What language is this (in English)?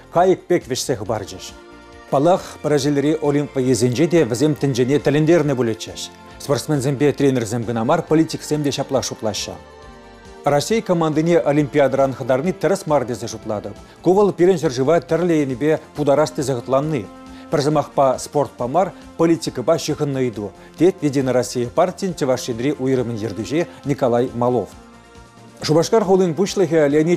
Chuvash